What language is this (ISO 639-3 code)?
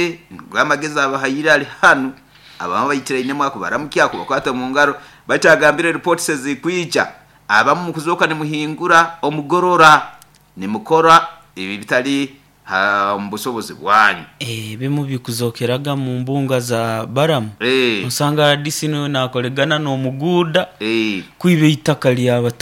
nyo